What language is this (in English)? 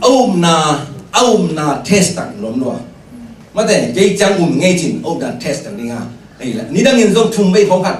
Tedim Chin